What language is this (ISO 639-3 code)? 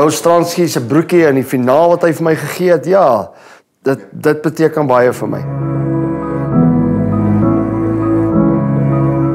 afr